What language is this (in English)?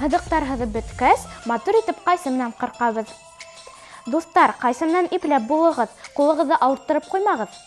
Bashkir